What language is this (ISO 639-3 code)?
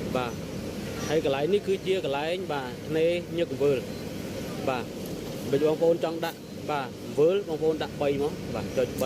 khm